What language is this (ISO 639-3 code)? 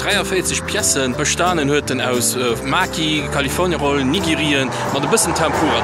ltz